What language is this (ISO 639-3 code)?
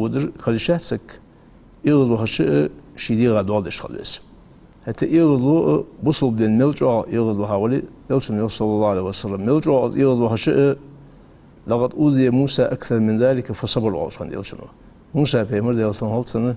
inh